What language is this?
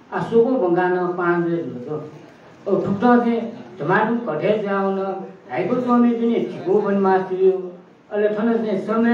Newari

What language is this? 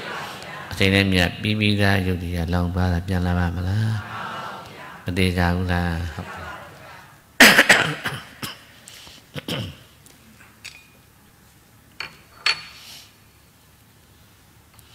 Burmese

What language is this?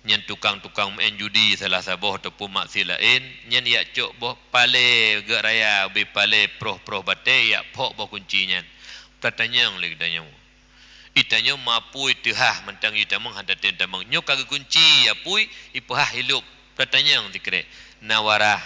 Achinese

